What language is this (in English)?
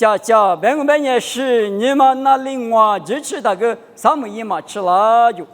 Lisu